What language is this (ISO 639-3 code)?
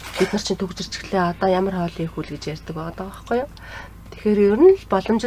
mon